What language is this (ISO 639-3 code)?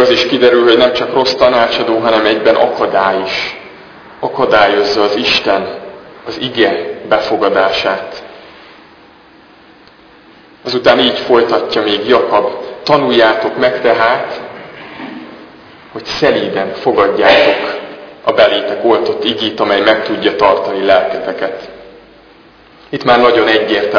hun